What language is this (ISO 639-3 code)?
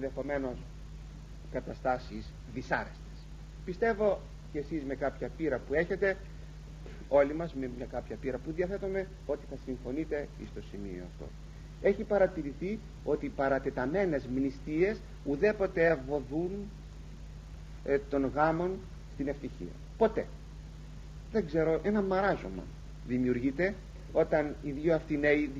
ell